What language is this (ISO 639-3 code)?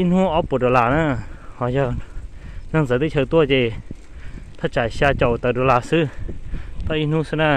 hmn